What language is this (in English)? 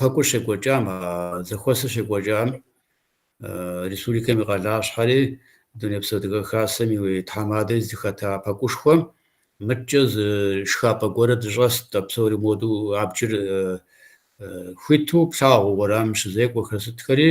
Kabardian